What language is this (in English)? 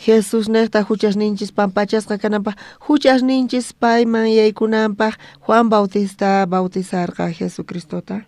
South Bolivian Quechua